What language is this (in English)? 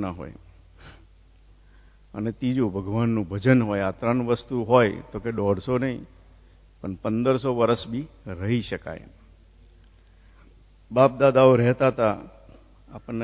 Gujarati